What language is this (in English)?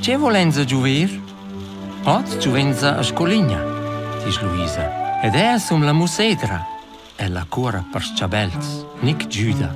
Romansh